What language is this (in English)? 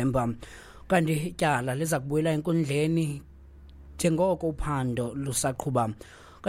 Xhosa